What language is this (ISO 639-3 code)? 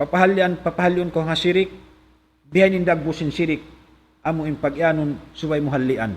tsg